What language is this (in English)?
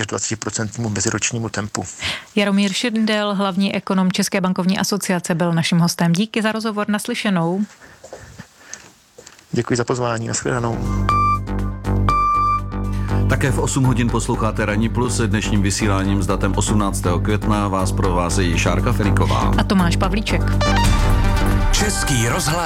Czech